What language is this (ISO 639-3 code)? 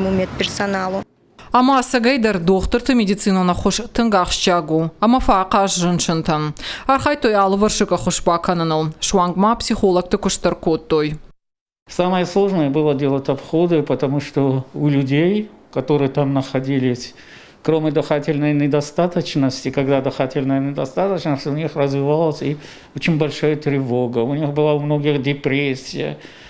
oss